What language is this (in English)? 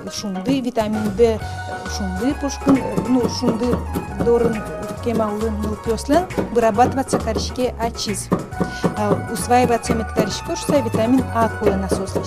Udmurt